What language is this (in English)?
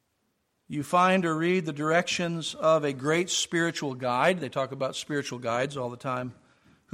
English